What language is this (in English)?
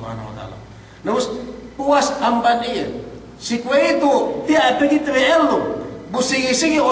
Yakan